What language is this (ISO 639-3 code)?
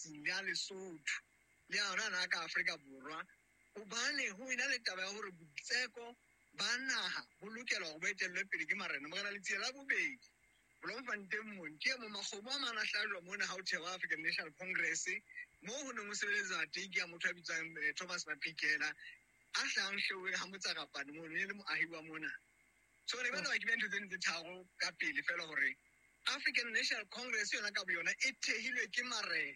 sot